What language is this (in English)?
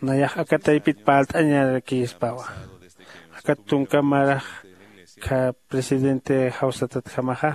Aymara